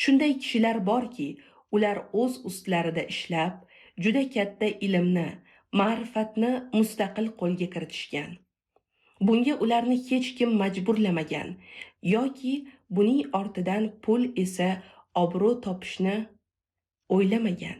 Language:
Uzbek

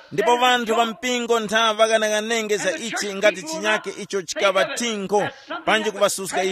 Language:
Tumbuka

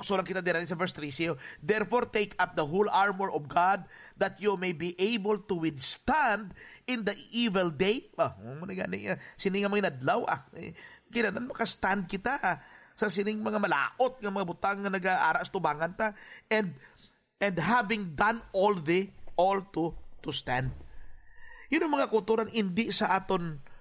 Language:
Hiligaynon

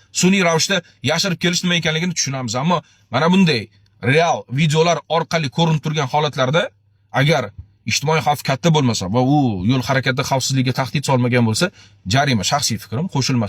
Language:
Uzbek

